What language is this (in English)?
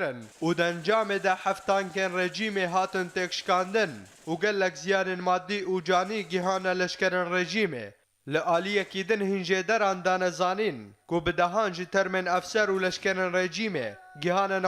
Kurdish